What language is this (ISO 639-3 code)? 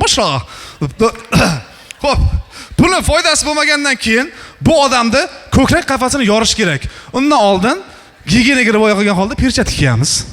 uzb